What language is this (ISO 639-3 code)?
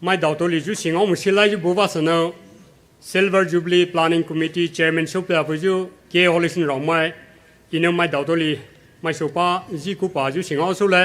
pmx